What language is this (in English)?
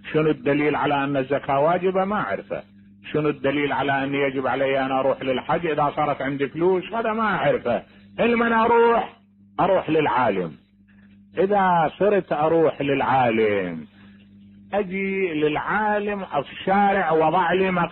Mesopotamian Arabic